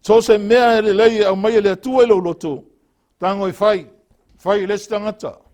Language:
Samoan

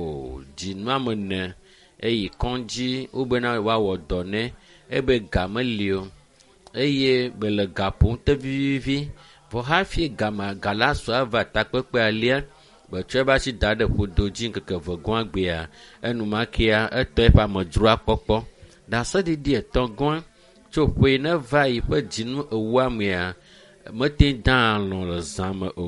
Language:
Ewe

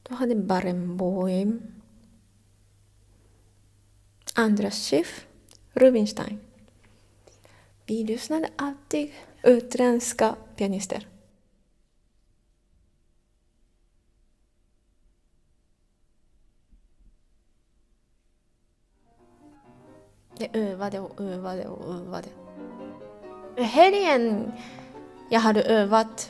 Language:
Swedish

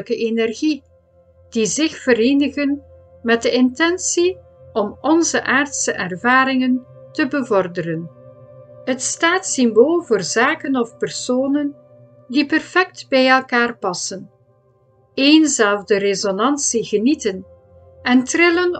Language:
Dutch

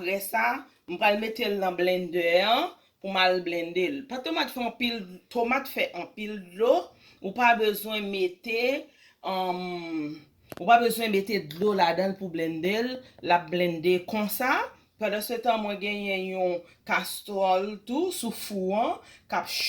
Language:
Haitian Creole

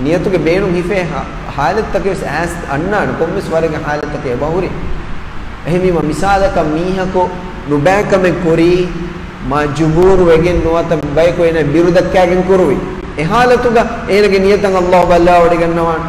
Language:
Divehi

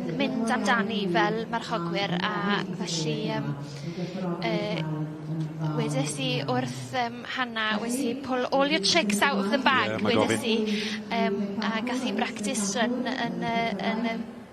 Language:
Welsh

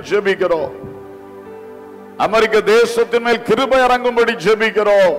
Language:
Tamil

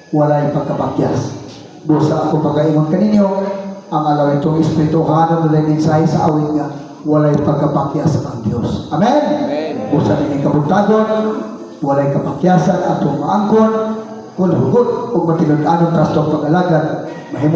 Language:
Cebuano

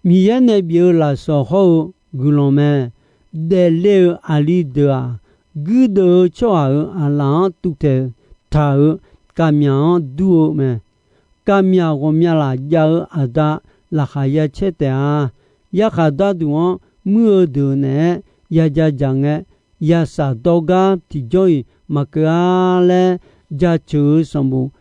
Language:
Akha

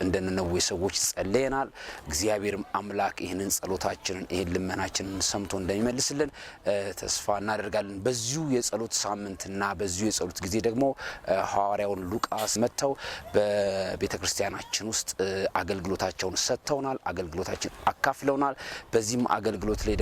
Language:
Amharic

